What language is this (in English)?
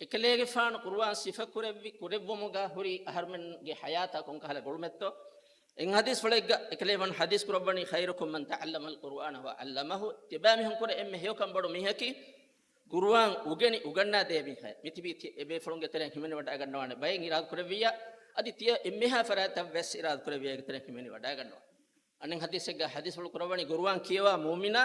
Divehi